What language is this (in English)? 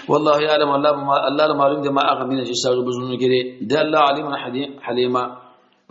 Pashto